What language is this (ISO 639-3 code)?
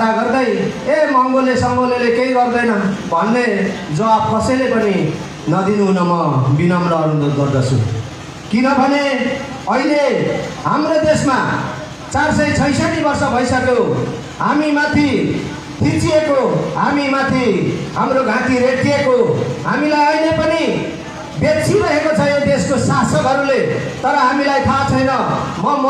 nep